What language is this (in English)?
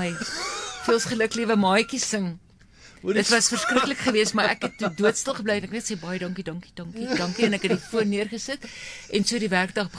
Afrikaans